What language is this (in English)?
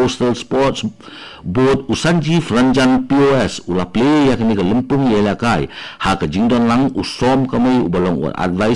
Khasi